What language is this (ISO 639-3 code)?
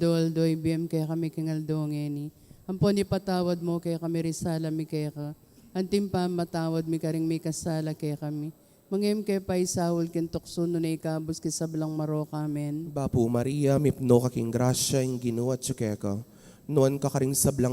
pam